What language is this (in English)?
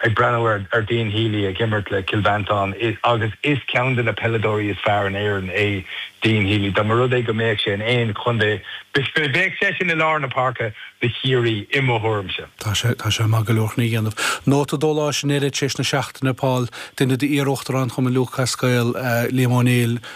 Irish